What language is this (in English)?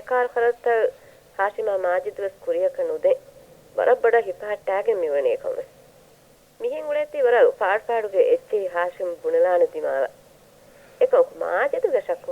Divehi